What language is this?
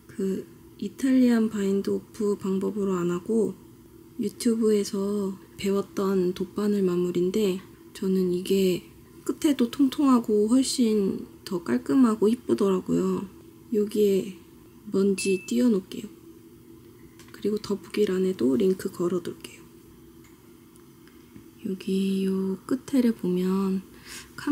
Korean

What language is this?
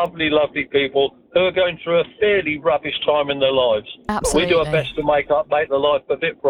English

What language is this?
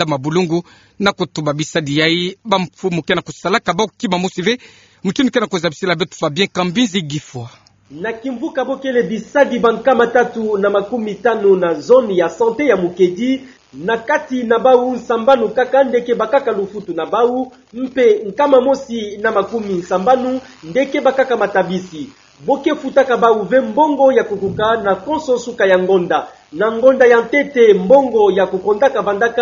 Kituba (Democratic Republic of Congo)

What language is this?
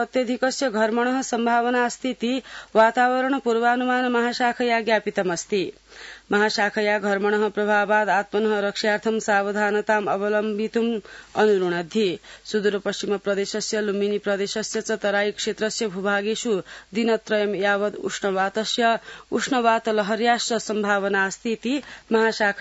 Sanskrit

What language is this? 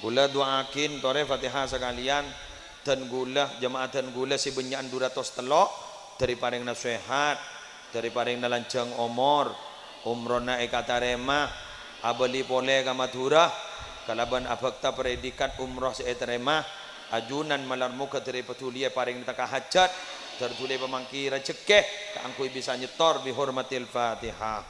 Madurese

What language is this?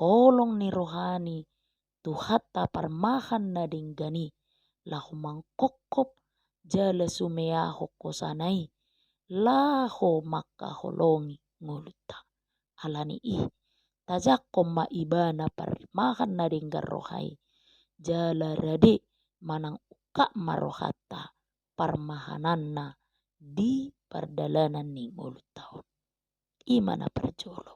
Batak Toba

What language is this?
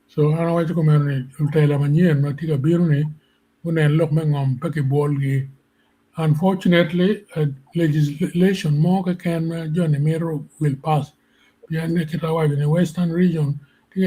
Acoli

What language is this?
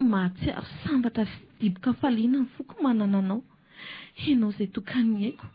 Malagasy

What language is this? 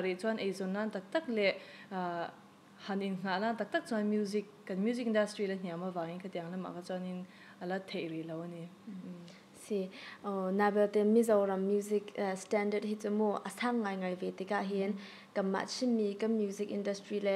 Hakha Chin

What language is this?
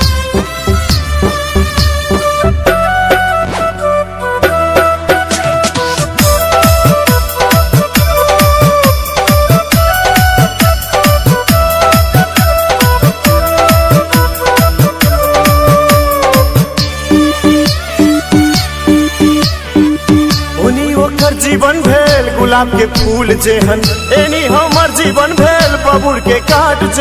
Maithili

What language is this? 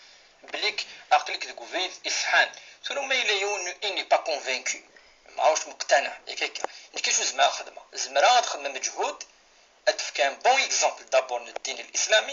Kabyle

